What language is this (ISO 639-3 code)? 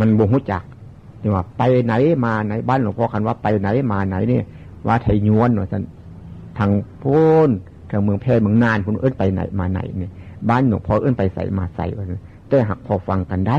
tts